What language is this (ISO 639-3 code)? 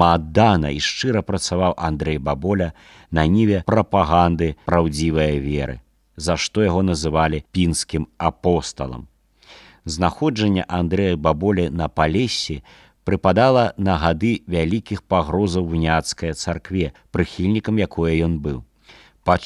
bel